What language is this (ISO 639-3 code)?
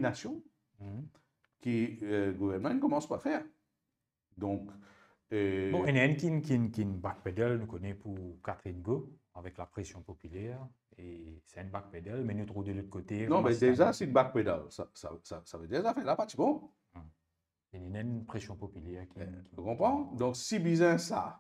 mfe